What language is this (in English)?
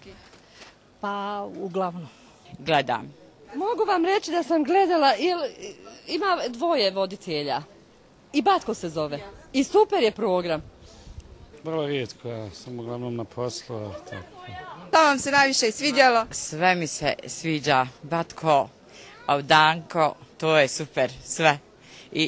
Bosnian